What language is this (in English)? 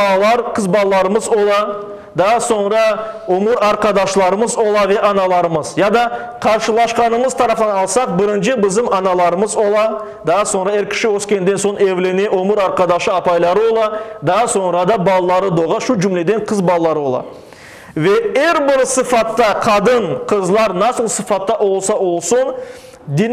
Crimean Tatar